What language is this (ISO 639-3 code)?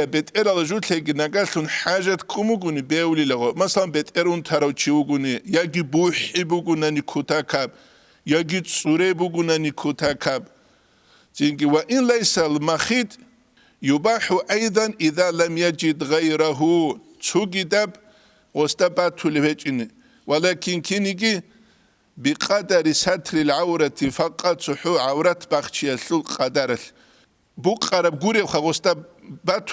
ava